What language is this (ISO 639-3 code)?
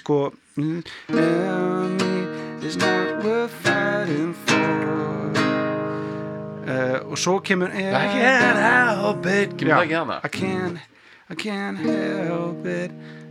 isl